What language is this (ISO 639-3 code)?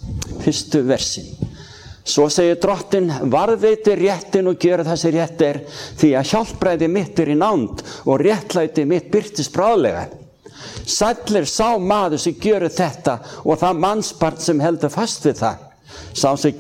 isl